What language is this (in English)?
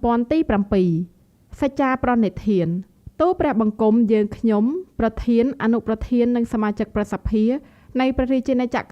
Khmer